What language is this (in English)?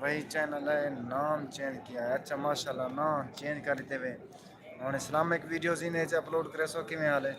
Saraiki